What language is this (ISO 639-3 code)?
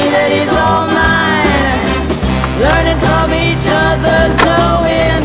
eng